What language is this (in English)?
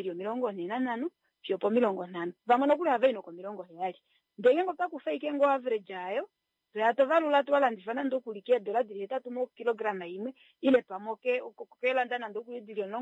Kuanyama